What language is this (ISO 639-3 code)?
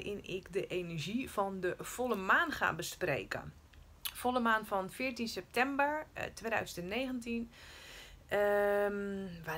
nld